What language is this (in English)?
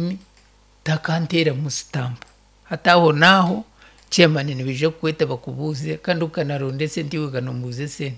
Nyankole